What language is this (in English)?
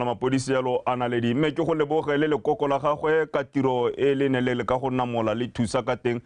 Tswana